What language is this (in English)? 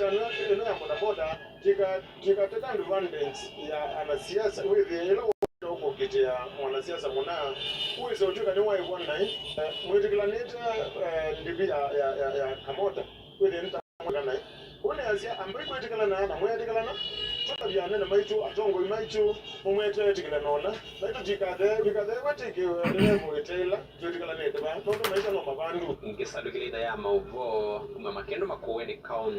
Kamba